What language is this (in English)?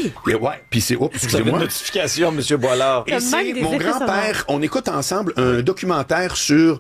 French